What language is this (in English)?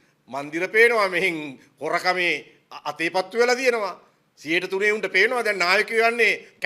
Sinhala